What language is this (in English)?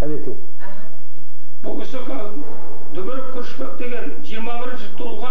Kazakh